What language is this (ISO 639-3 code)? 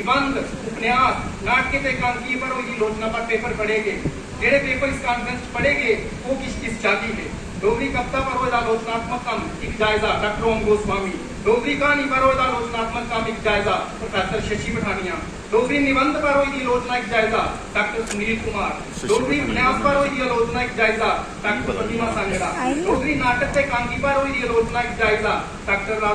doi